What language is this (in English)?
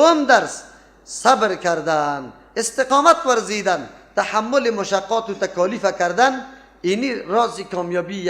Persian